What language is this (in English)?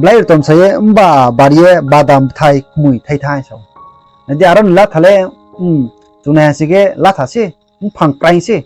Riang (India)